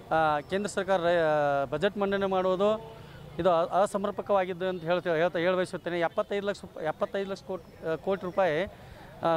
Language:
Kannada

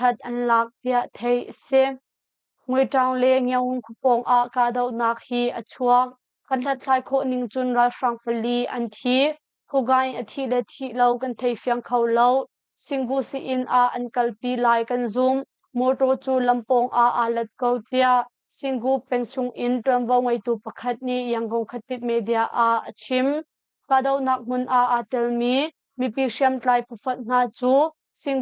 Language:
Hakha Chin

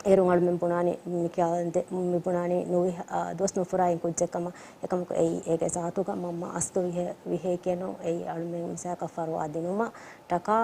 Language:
Divehi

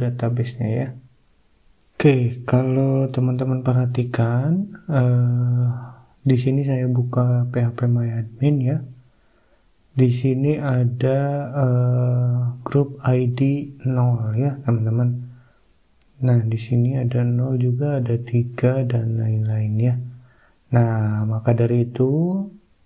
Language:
Indonesian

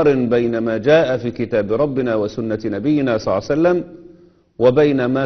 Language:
Egyptian Arabic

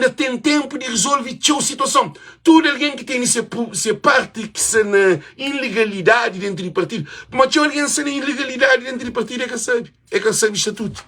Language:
Kabuverdianu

